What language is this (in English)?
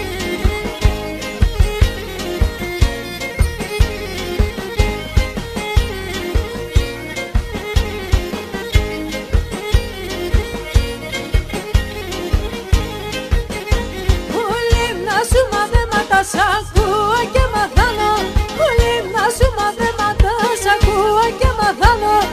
Greek